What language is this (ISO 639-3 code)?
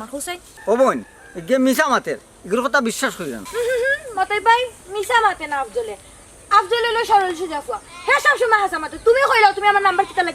syl